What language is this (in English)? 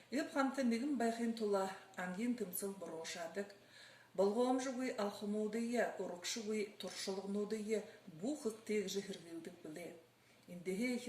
Buriat